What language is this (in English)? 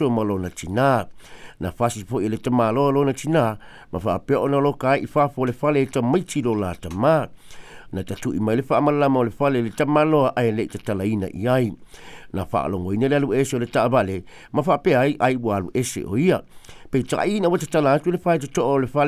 Samoan